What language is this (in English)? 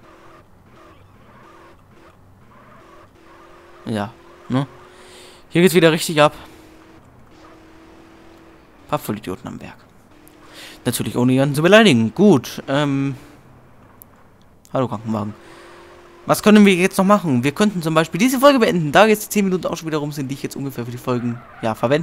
German